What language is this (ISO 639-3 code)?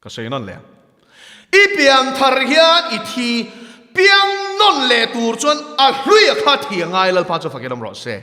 lus